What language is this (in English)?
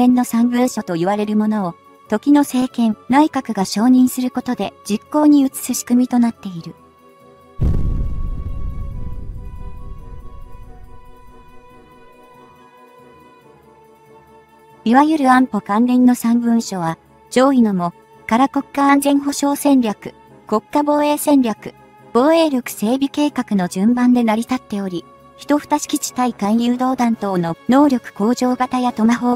Japanese